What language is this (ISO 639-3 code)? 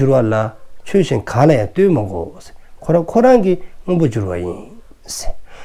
dzo